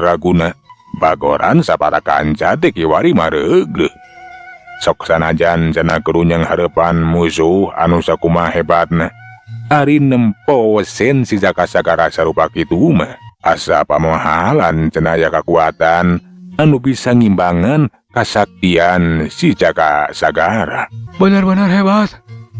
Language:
Sundanese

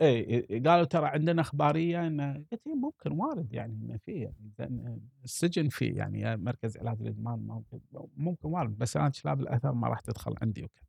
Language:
Gulf Arabic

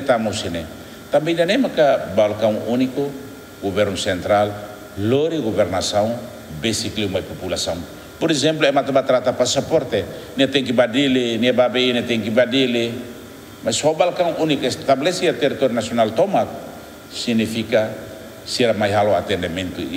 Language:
Tetum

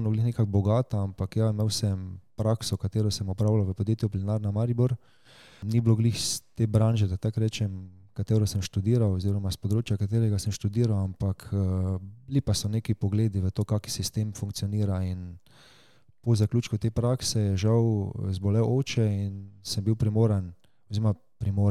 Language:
Slovenian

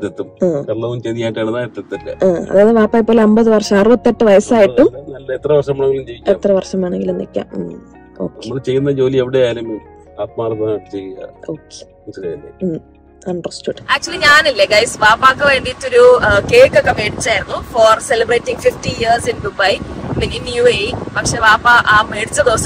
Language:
Malayalam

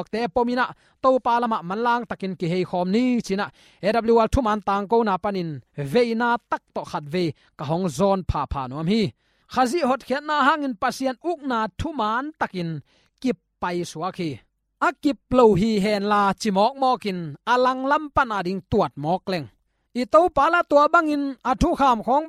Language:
Tedim Chin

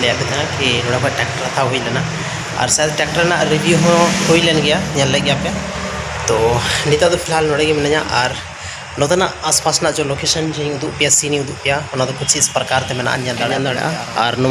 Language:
Santali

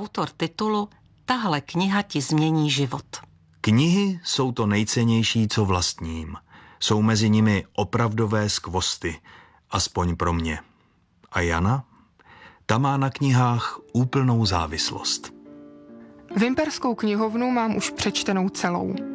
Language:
Czech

